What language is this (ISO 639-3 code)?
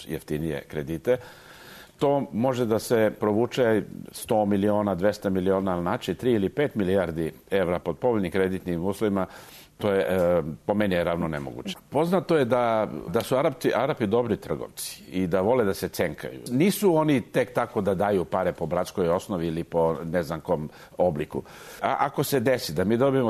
srp